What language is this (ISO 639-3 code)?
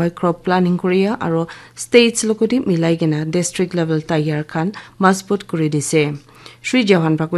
nag